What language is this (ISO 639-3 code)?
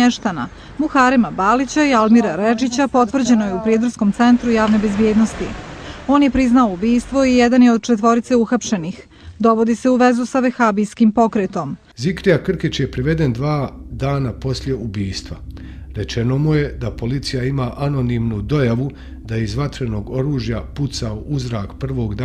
bos